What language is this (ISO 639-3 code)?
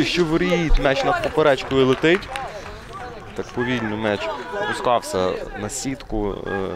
ukr